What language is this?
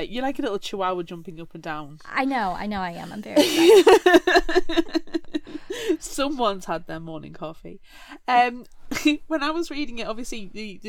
English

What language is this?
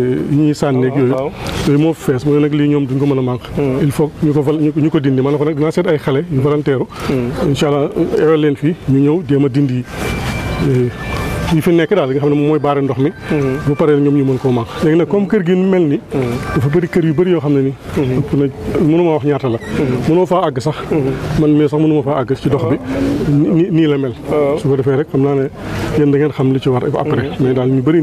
Wolof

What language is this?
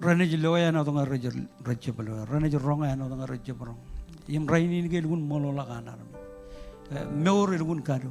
Marshallese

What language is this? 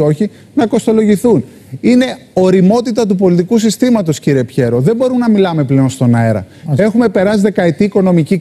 Greek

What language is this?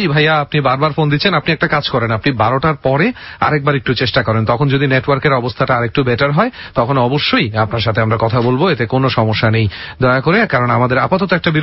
Bangla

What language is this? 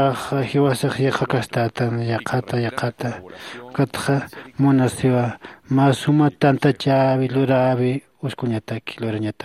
Aymara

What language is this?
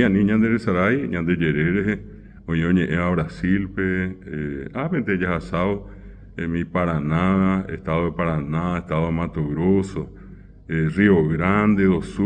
Guarani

